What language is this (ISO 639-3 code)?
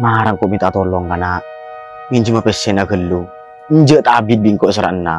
mad